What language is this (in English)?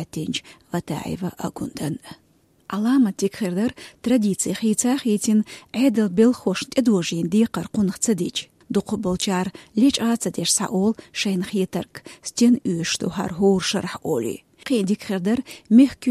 Chechen